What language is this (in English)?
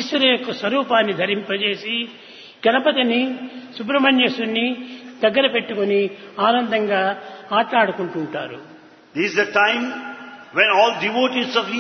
Telugu